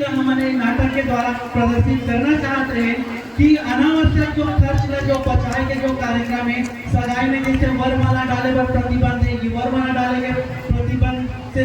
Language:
Chhattisgarhi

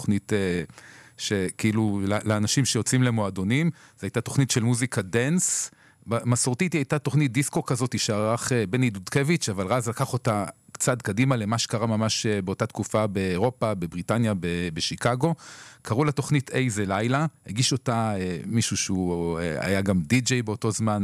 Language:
Hebrew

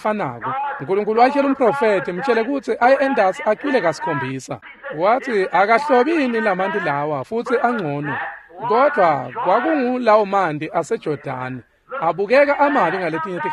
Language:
Swati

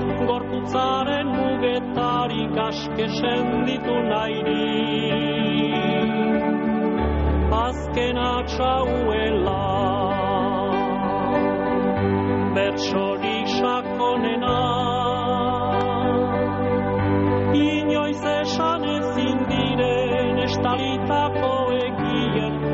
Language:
Basque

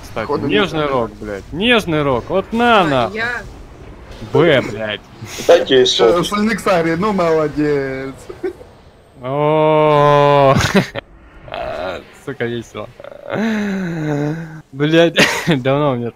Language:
Russian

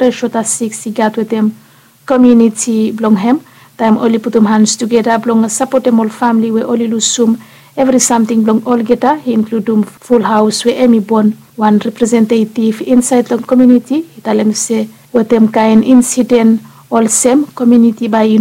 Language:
Bislama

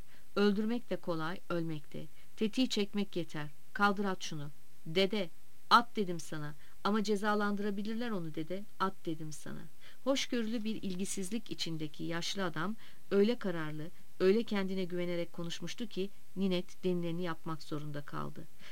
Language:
Turkish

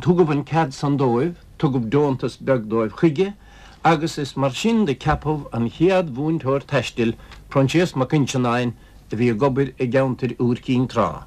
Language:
Irish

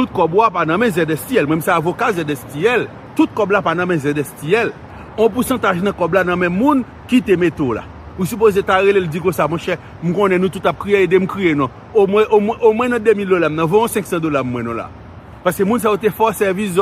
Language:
Haitian Creole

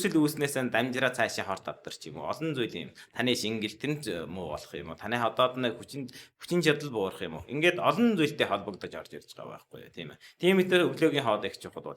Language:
Mongolian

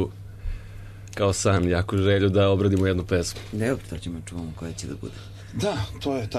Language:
Serbian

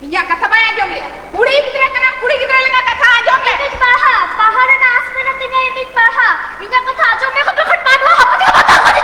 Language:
Santali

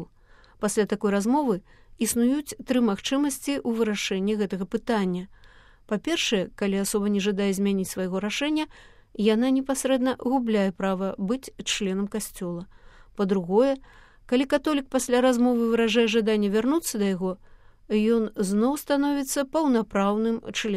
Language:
Belarusian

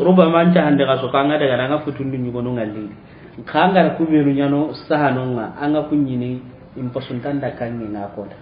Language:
Soninke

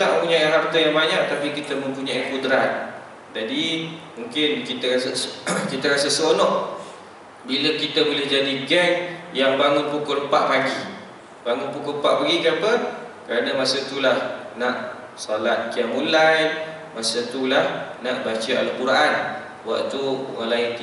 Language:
Malay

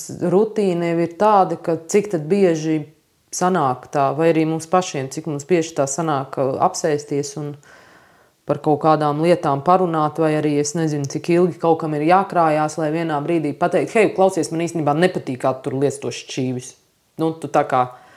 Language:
Latvian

